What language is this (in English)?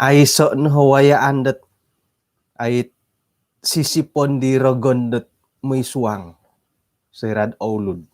Central Dusun